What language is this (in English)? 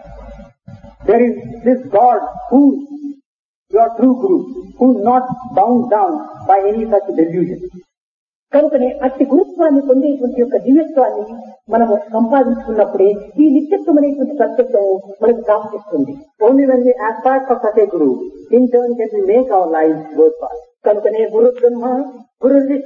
Telugu